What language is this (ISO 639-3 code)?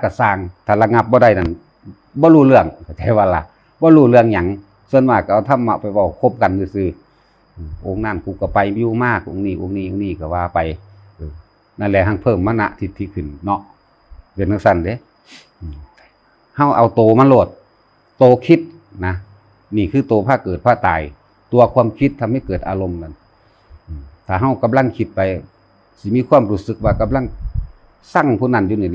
tts